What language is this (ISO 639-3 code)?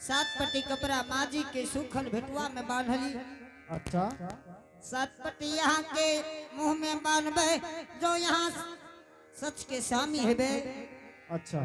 anp